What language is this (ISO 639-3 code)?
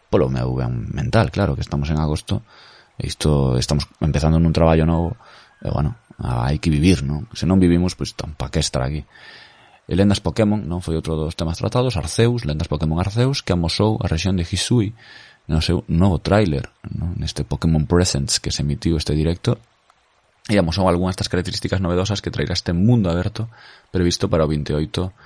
glg